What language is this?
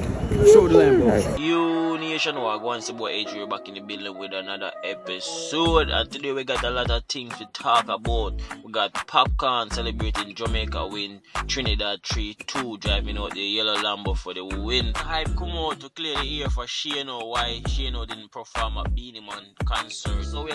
Jamaican Creole English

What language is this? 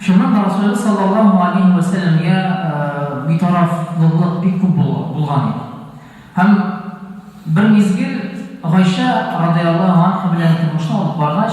Tatar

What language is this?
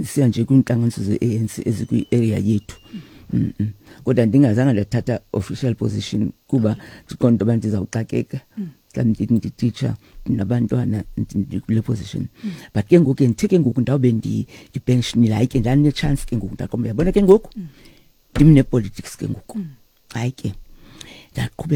Xhosa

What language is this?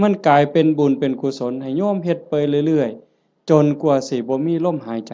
Northeastern Thai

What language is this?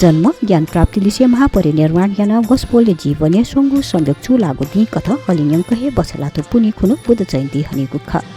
Newari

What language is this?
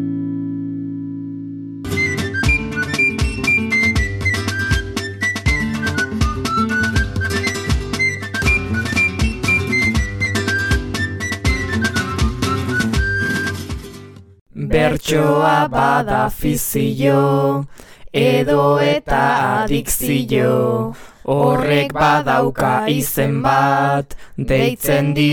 Basque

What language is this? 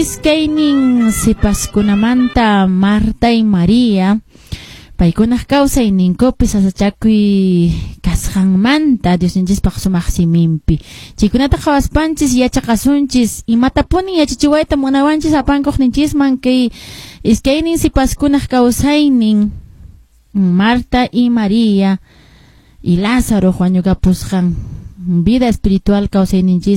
Quechua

